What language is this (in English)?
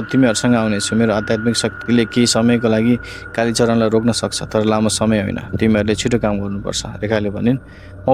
Nepali